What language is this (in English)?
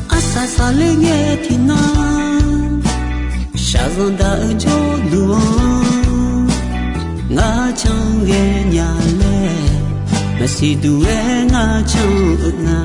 Akha